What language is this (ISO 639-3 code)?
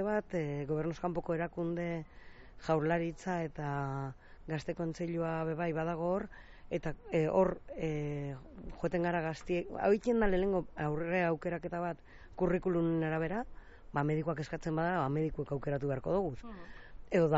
eus